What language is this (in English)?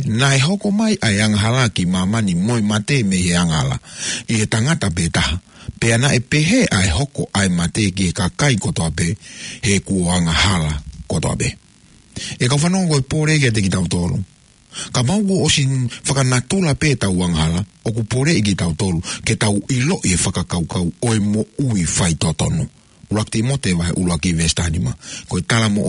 Tongan